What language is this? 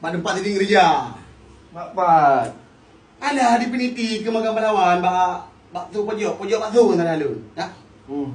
Achinese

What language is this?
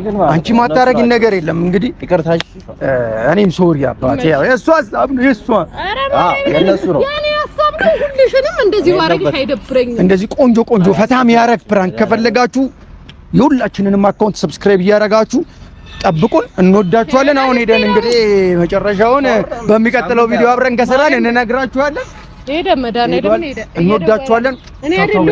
Amharic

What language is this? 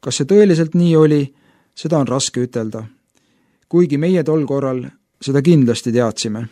Estonian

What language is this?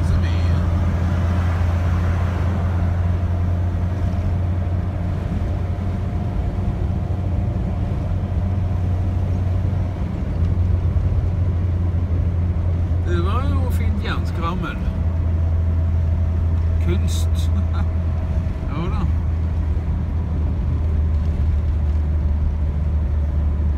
Norwegian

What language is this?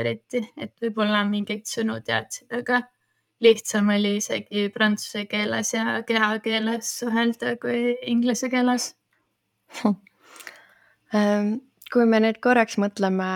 Estonian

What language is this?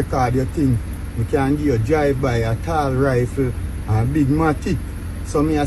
Jamaican Creole English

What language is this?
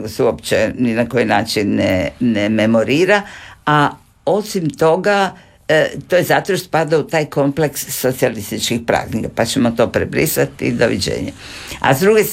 Croatian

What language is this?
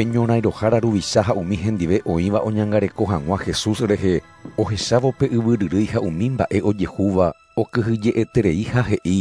Guarani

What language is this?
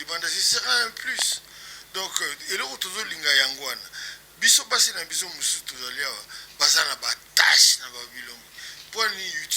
Lingala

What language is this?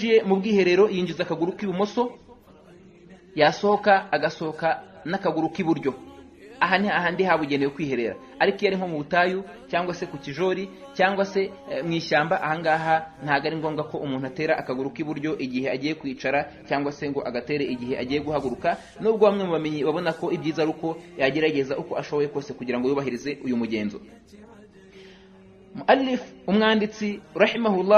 Kinyarwanda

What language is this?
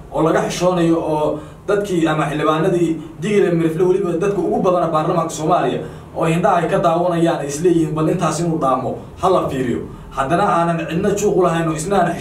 Somali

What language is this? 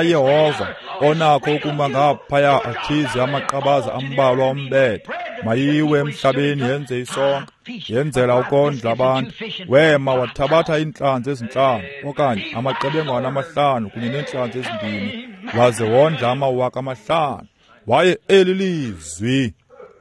Xhosa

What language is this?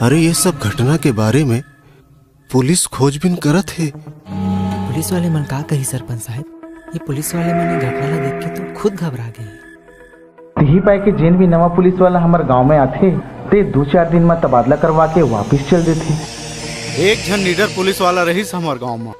Chhattisgarhi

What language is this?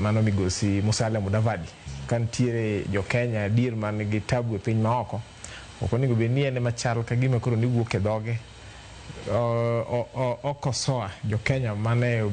Luo (Kenya and Tanzania)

